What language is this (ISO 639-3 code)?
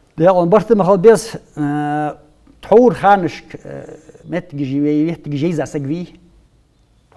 inh